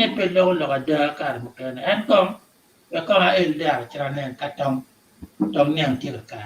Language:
Acoli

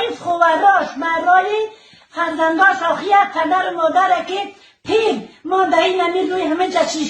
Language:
Tajik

